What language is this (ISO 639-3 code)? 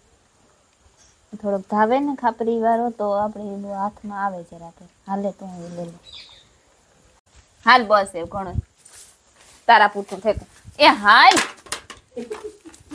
guj